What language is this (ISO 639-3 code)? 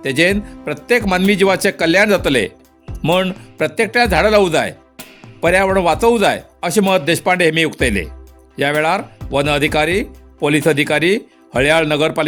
kok